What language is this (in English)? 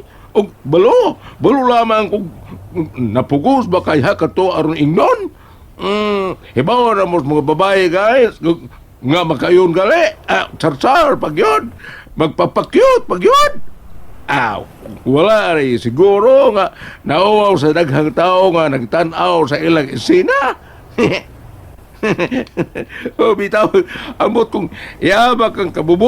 Cebuano